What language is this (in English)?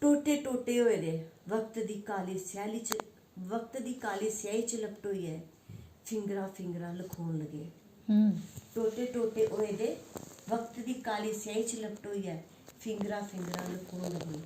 Dogri